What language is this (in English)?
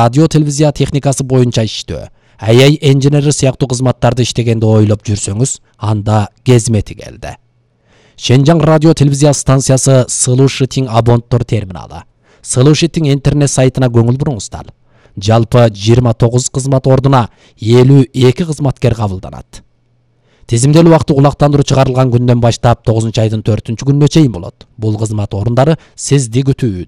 Kyrgyz